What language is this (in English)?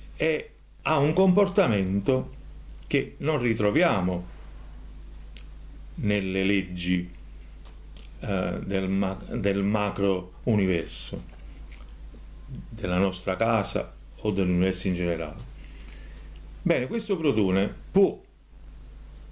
Italian